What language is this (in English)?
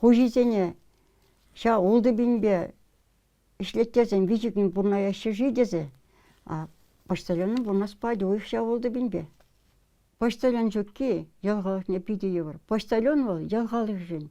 Chuvash